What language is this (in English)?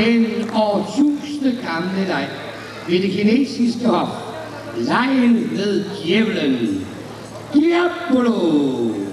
Danish